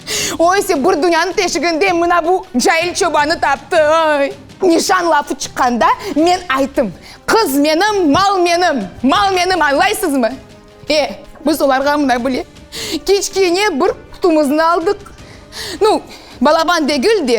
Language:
Crimean Tatar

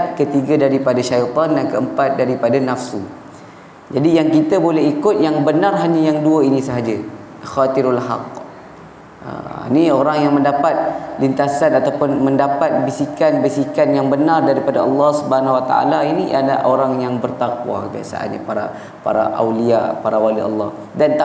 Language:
Malay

